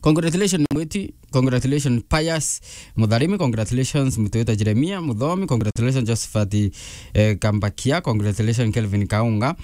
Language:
Meru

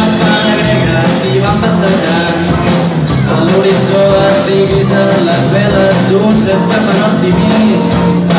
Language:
Catalan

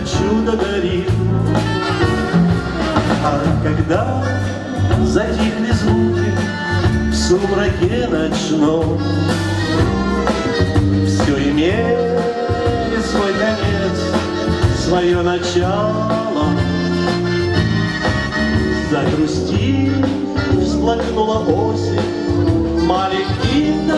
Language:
Russian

